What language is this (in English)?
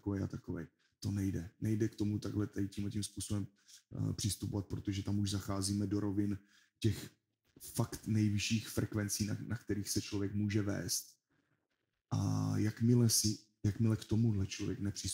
Czech